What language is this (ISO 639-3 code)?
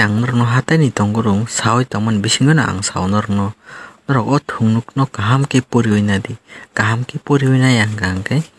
trp